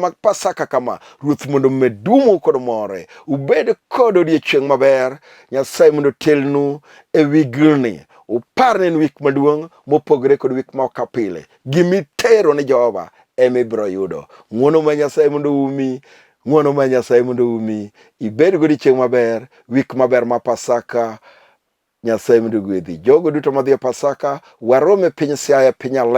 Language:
Luo (Kenya and Tanzania)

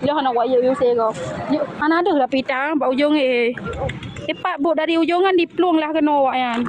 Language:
Achinese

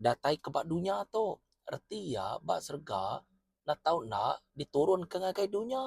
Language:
Iban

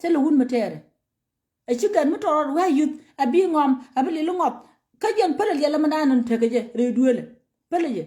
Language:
Nuer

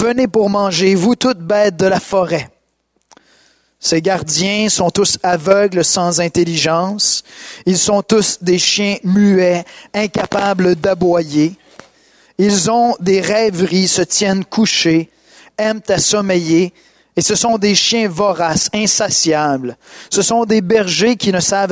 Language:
French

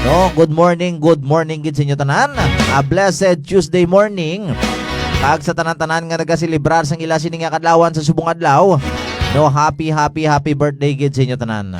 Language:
Hiligaynon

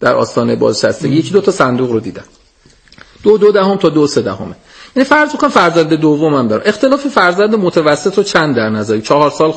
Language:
Persian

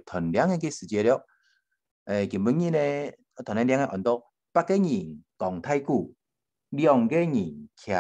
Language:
Hakka Chinese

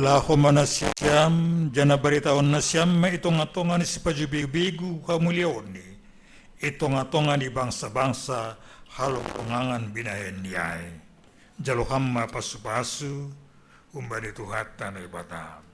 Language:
Batak Simalungun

